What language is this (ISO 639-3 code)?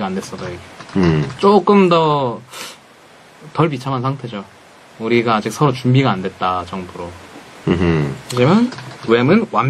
kor